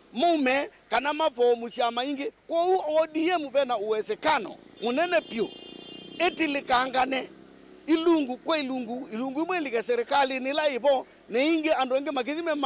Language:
Kamba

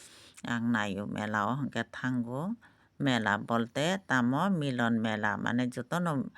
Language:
Kok Borok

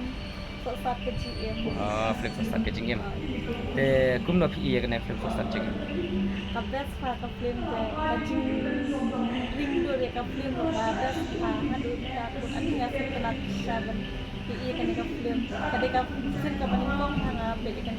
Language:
Khasi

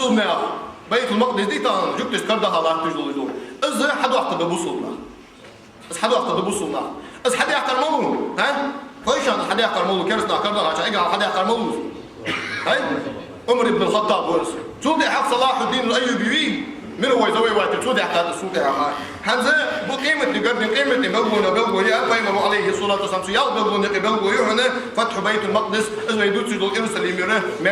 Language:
Ingush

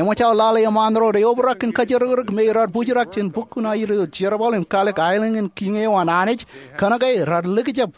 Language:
Marshallese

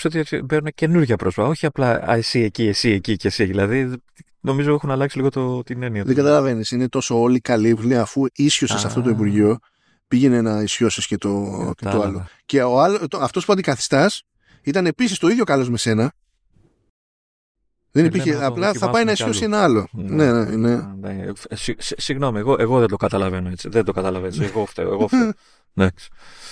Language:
Greek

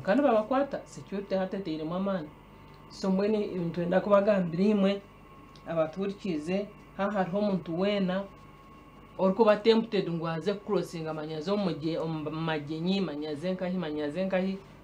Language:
Nyankole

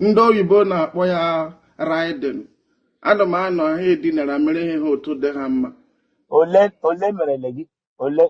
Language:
Igbo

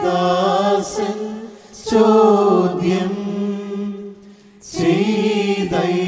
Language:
Malayalam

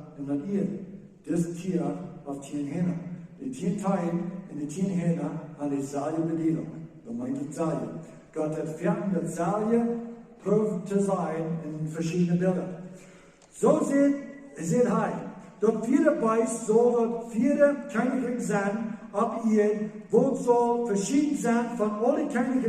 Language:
Plautdietsch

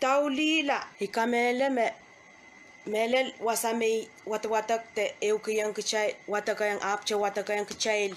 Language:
Pohnpeian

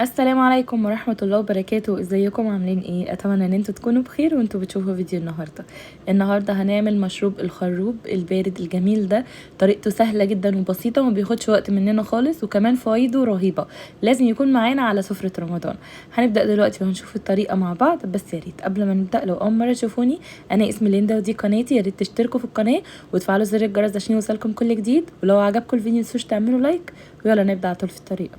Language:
Egyptian Arabic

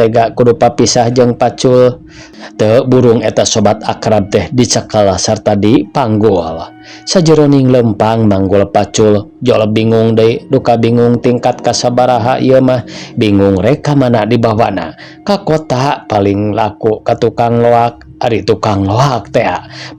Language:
Sundanese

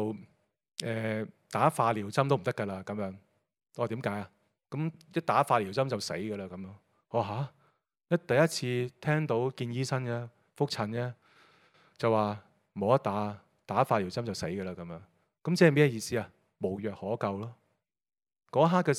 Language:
Cantonese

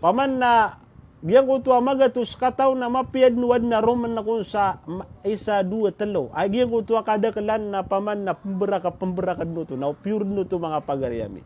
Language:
Maranao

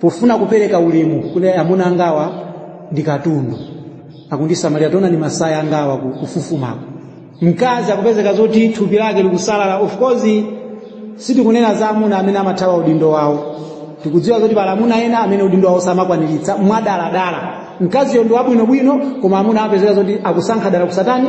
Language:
Nyanja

